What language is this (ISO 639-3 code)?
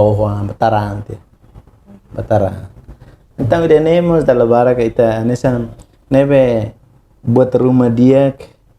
tet